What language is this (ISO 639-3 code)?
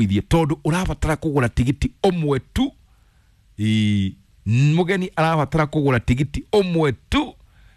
kik